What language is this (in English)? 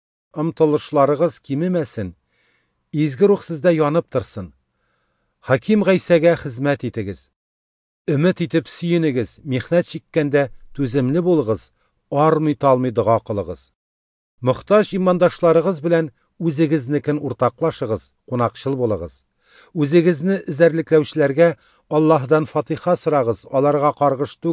Tatar